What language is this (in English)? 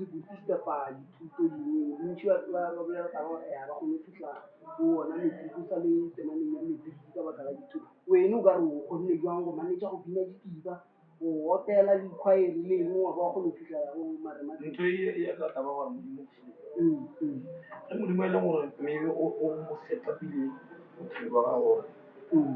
Northern Sotho